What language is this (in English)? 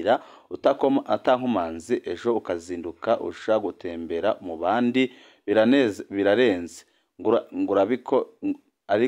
Rundi